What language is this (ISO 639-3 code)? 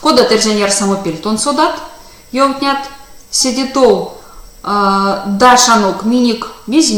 myv